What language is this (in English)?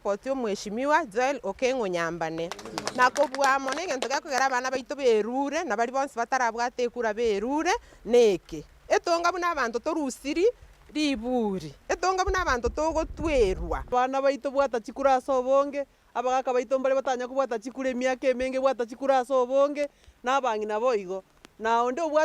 Gusii